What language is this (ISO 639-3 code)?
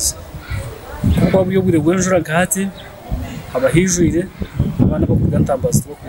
nyn